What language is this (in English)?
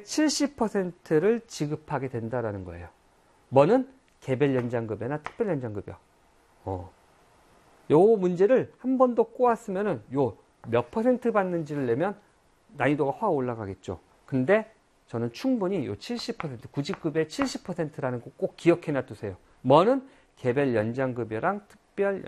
Korean